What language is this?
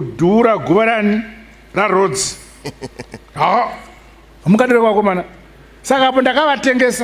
Shona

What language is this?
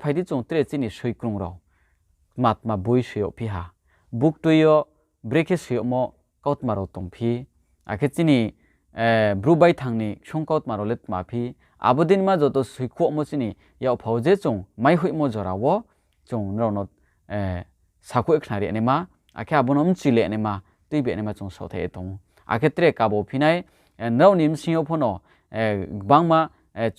Riang (India)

